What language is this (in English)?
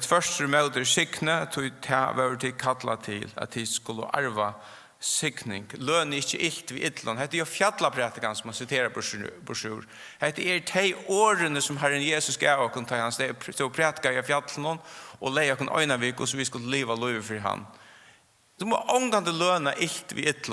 Faroese